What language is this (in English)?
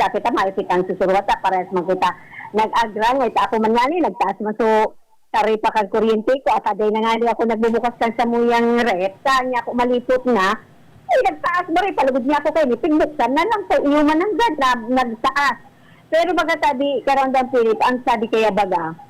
Bikol